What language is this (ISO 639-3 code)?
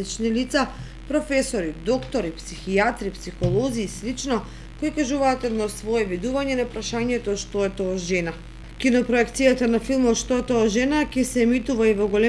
mkd